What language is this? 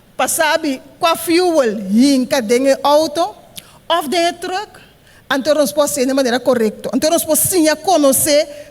Papiamento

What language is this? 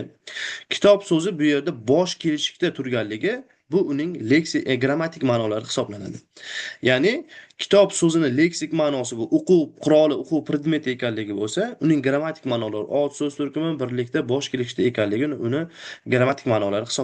Uzbek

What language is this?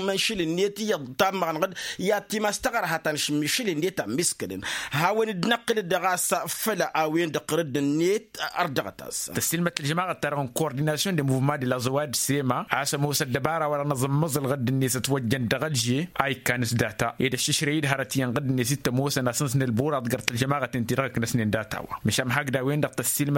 Tamasheq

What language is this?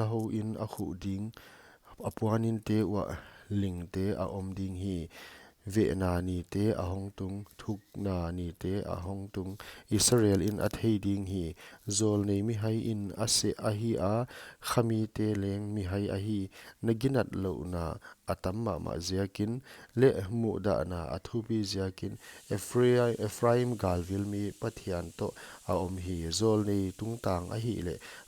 Paite Chin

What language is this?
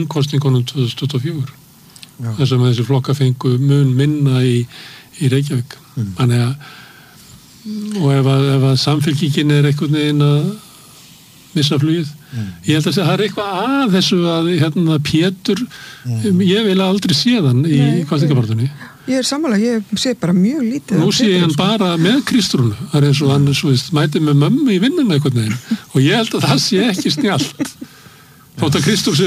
Icelandic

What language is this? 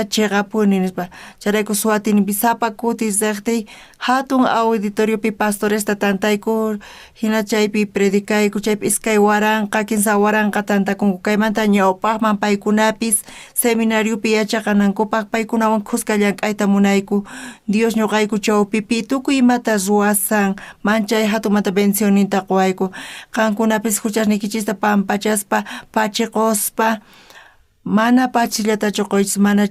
South Bolivian Quechua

